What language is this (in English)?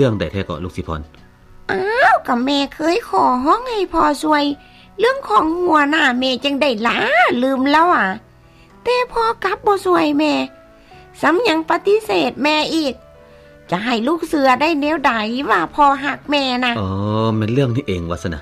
Lao